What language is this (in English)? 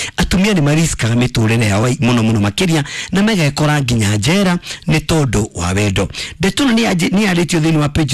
Kikuyu